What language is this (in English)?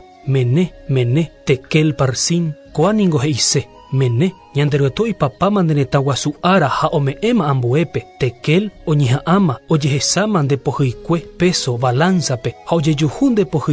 Guarani